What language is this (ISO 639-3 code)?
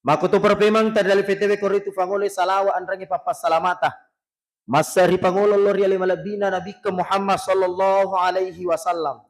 bug